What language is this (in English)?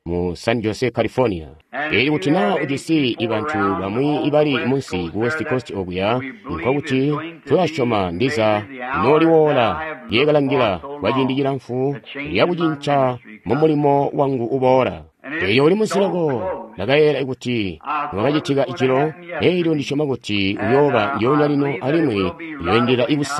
Tonga (Zambia)